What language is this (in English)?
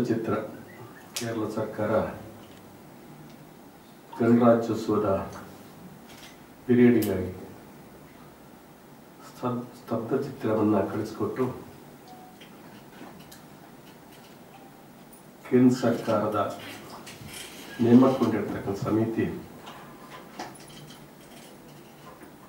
Kannada